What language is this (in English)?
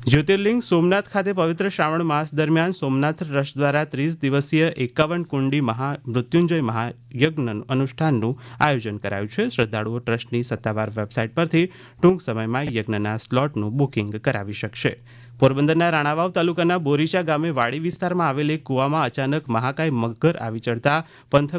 Gujarati